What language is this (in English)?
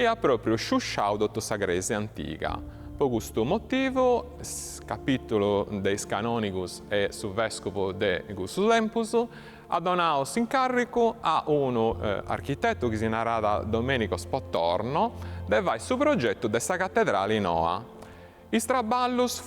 Sardinian